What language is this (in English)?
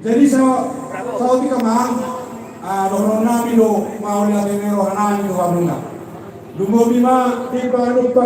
Batak Toba